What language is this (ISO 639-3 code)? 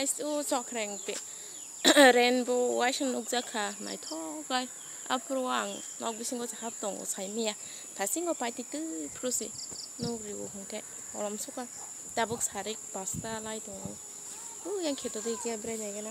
trp